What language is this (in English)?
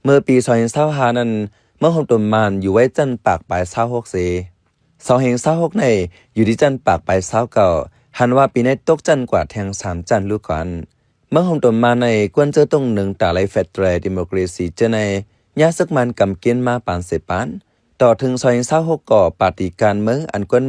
Shan